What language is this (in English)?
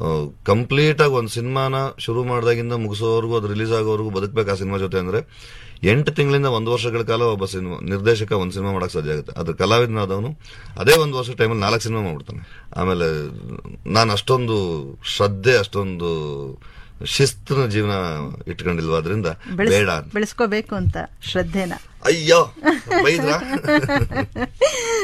Kannada